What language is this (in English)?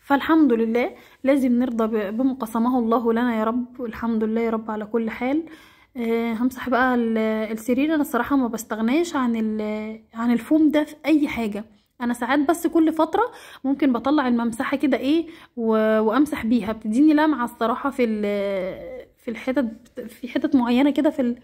Egyptian Arabic